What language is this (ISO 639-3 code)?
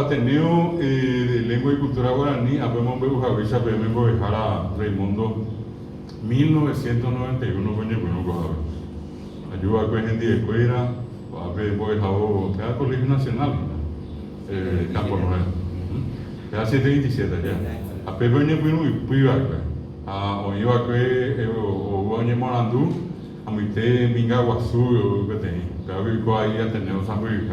grn